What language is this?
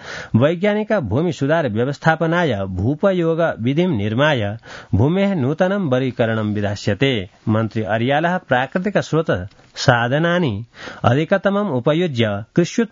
Sanskrit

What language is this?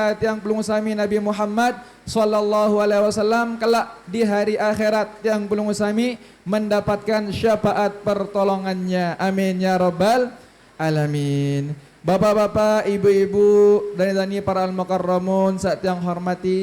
Sasak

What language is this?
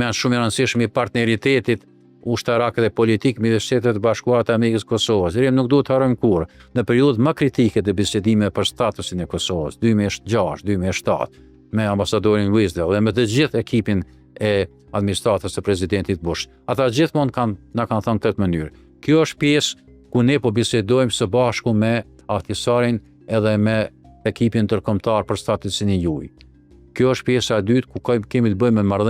Albanian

